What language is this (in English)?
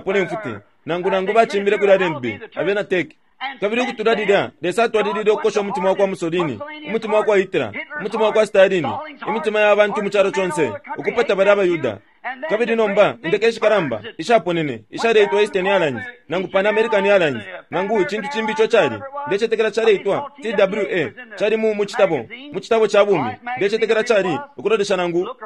Bemba